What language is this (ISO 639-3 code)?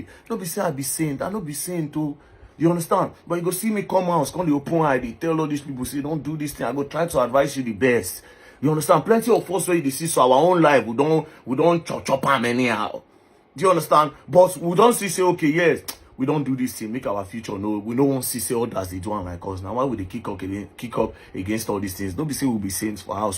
pcm